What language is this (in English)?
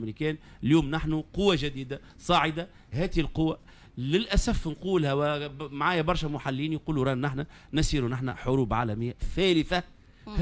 Tunisian Arabic